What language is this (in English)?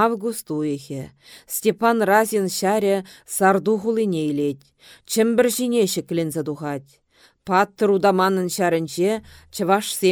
Chuvash